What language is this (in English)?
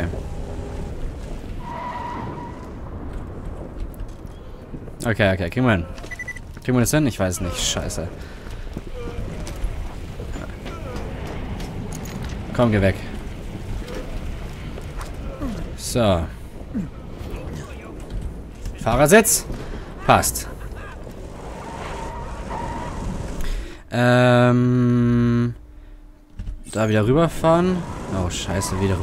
German